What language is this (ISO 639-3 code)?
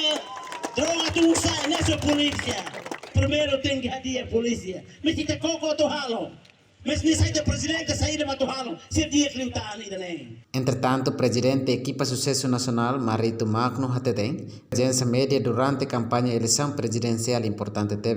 tet